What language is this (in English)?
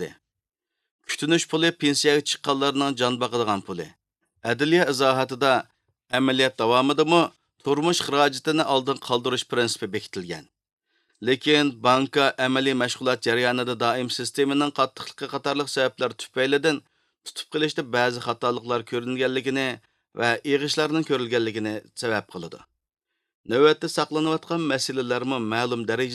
Uyghur